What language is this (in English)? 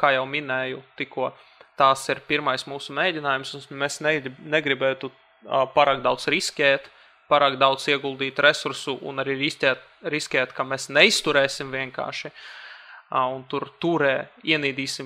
Latvian